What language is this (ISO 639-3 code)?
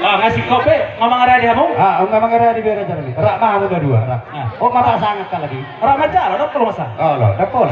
bbc